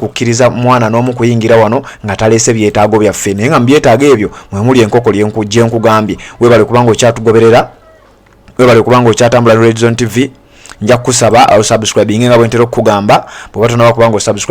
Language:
Ganda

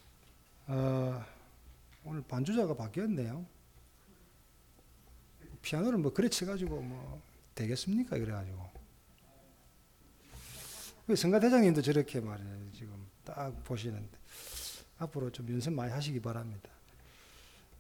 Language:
Korean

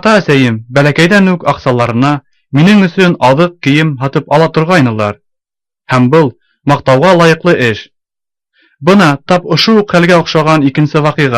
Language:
Bashkir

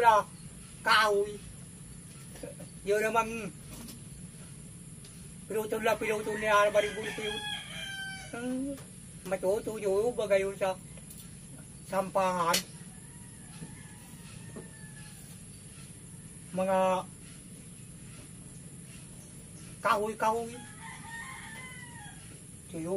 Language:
Filipino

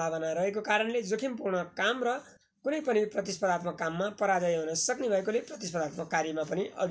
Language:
Nepali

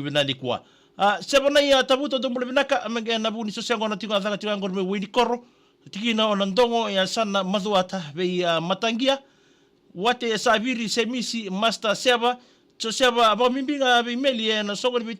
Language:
Fijian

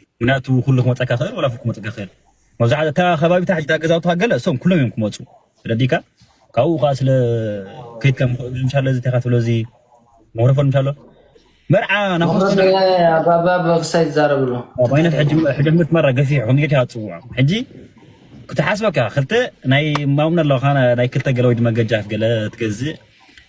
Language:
Tigrinya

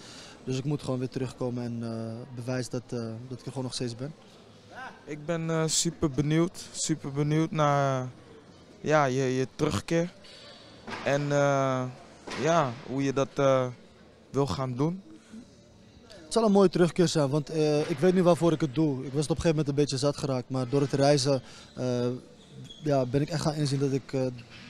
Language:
Dutch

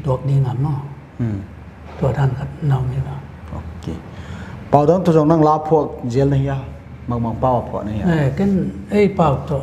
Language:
Paite Chin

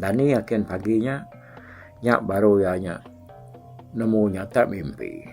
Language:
Iban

